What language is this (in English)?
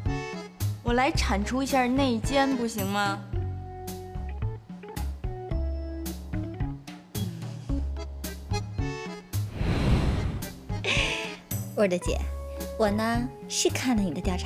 Chinese